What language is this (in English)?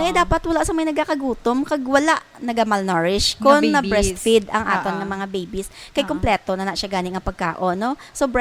Hiligaynon